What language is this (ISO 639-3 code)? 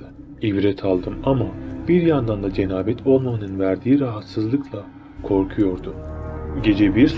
tur